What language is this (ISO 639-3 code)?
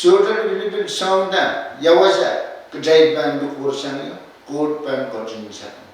pon